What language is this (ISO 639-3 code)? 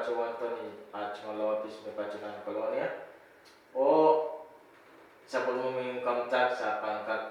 pon